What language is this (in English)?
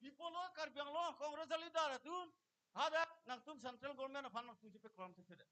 Karbi